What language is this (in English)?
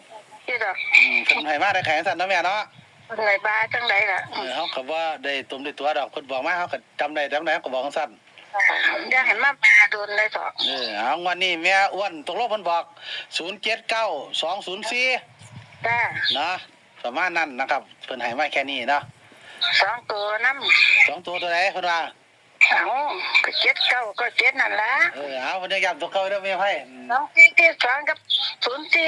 Northeastern Thai